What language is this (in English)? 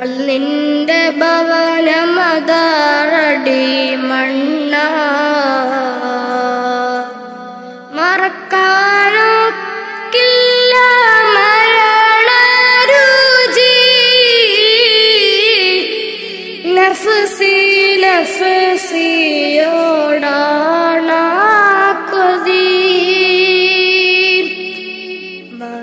Malayalam